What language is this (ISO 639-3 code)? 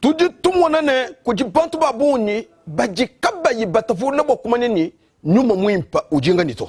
lua